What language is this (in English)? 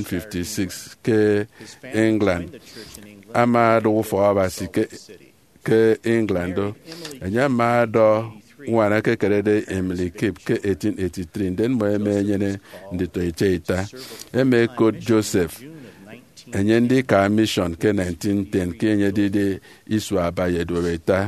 Efik